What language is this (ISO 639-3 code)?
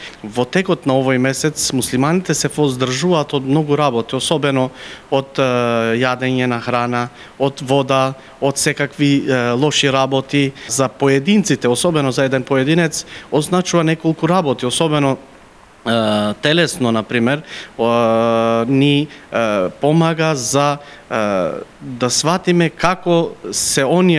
mkd